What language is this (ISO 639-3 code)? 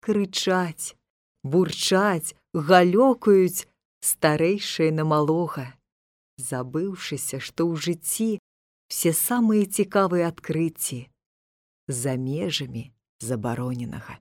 bel